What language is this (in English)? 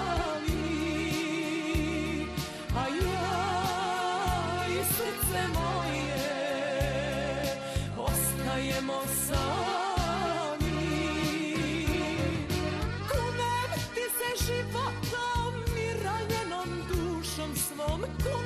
Serbian